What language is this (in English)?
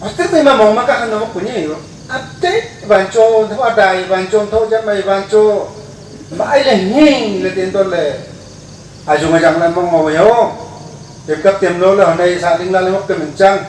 Wancho Naga